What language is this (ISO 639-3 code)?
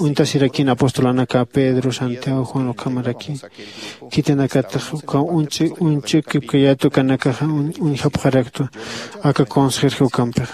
aym